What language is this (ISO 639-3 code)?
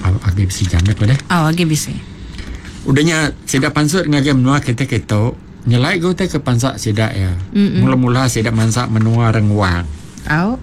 iba